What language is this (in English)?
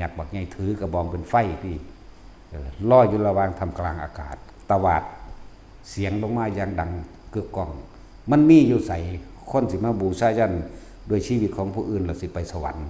Northeastern Thai